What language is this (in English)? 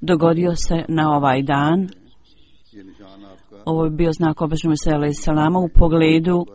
Bosnian